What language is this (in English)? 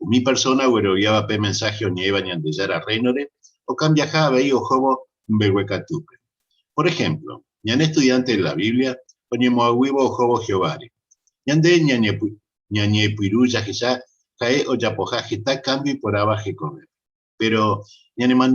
Guarani